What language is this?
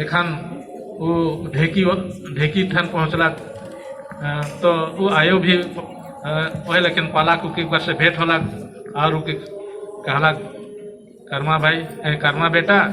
Sadri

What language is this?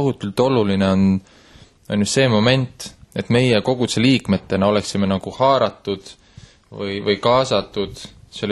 Estonian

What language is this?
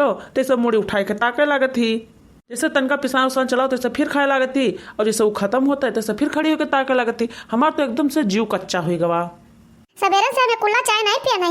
Awadhi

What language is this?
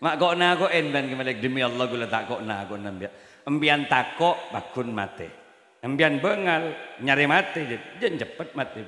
Madurese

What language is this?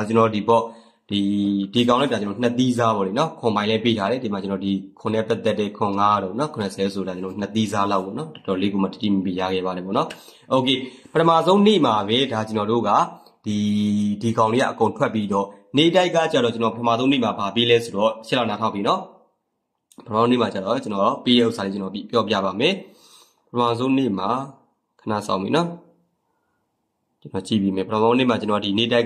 Burmese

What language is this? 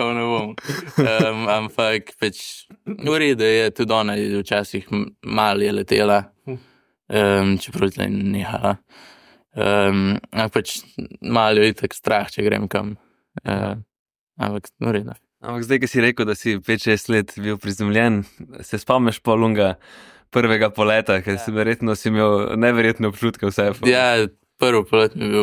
Slovenian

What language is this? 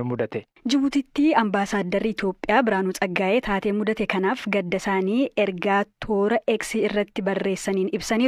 Oromo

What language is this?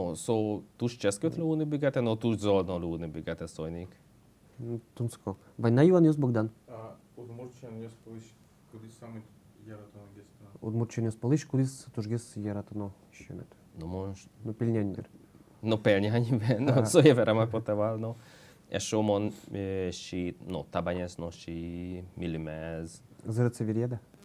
Udmurt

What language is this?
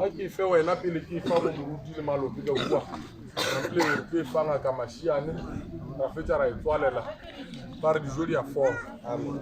Northern Sotho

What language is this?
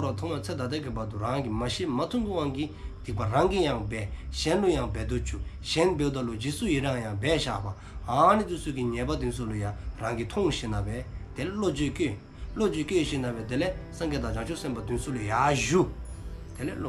Dzongkha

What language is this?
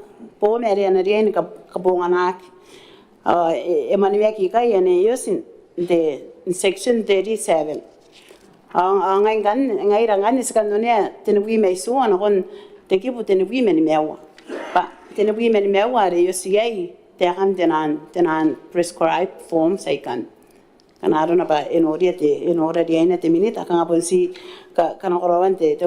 Gilbertese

